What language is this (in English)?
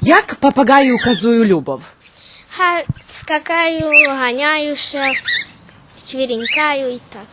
Rusyn